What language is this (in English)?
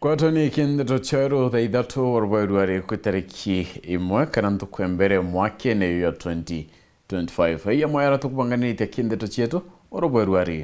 Meru